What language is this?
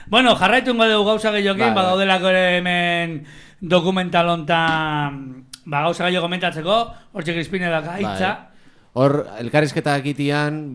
Basque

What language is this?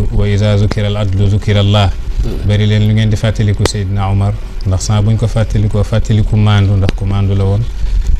Wolof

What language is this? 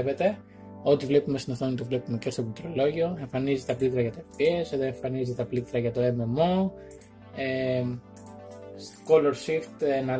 Greek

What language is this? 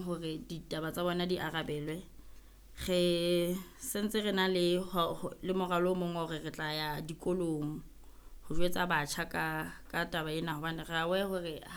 Southern Sotho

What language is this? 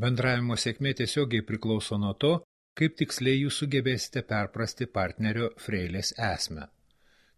Lithuanian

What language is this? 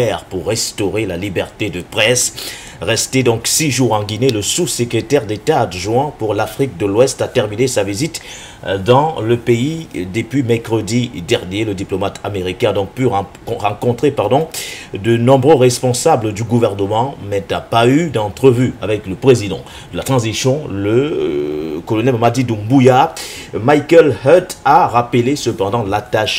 French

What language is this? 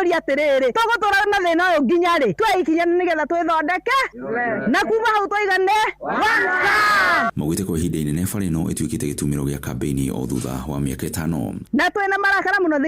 Kikuyu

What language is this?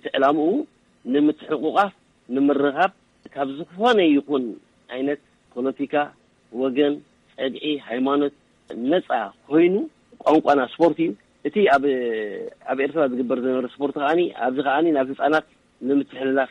Tigrinya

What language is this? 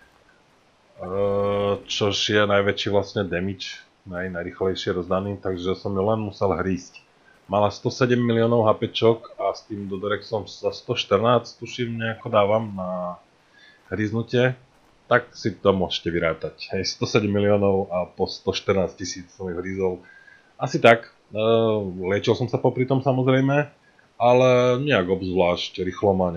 Slovak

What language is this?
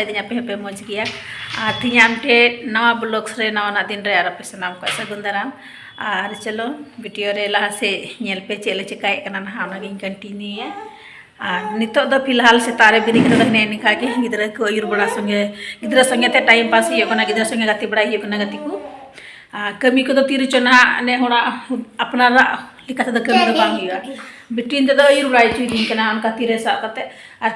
Santali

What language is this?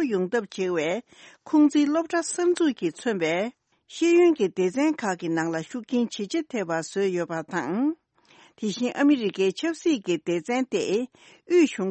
Tibetan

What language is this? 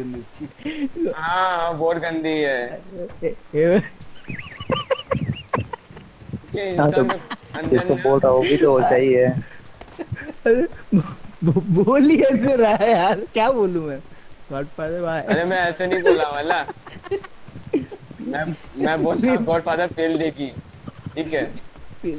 Hindi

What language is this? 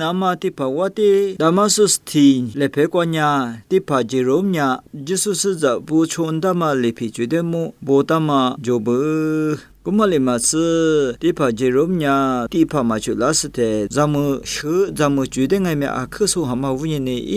Lisu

